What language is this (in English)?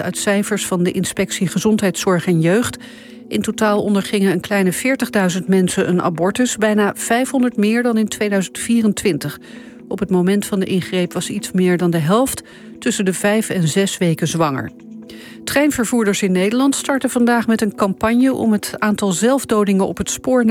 Dutch